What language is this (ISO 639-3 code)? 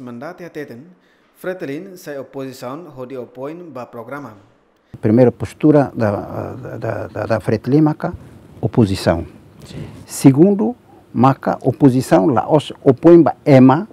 tet